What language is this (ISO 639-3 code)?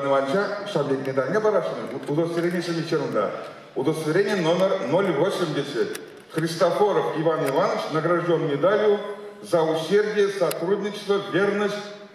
chv